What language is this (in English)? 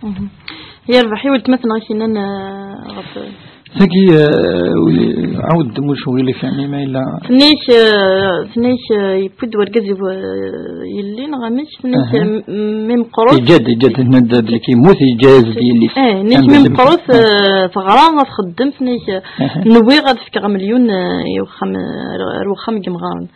Kabyle